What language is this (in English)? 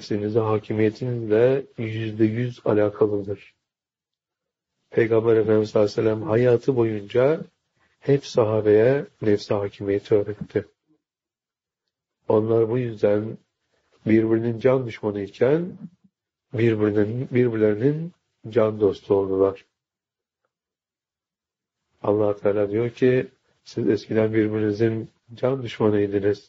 Turkish